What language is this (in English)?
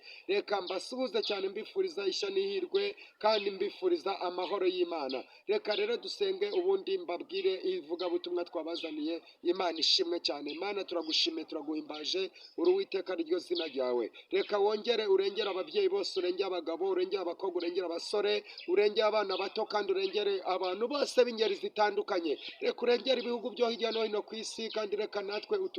Kinyarwanda